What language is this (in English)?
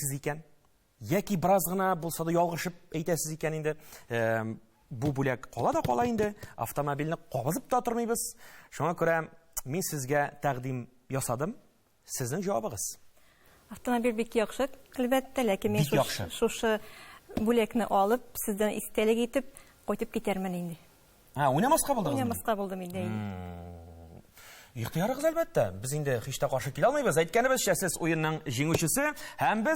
Tatar